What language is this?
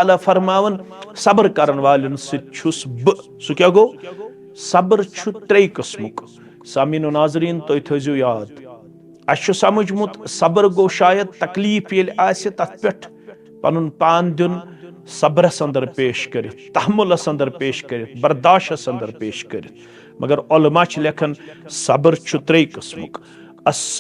Kashmiri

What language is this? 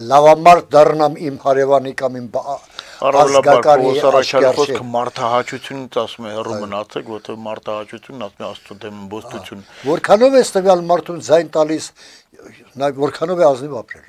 Armenian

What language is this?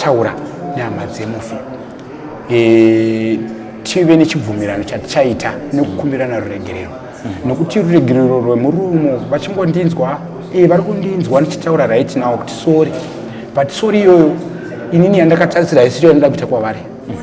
Shona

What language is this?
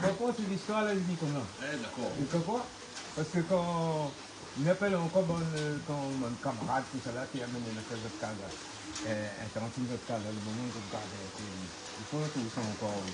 Réunion Creole French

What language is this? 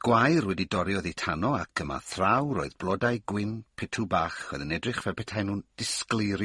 Welsh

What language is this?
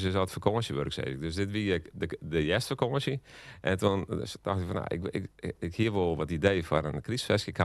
Western Frisian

